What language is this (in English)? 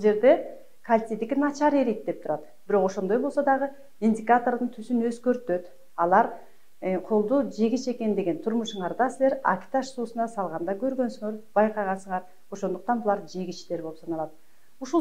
Kyrgyz